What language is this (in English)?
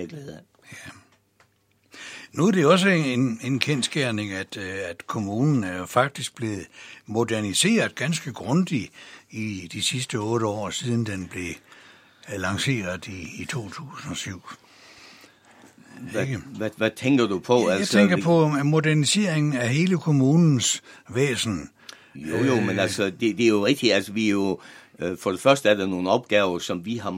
Danish